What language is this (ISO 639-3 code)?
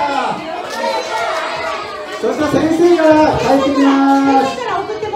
jpn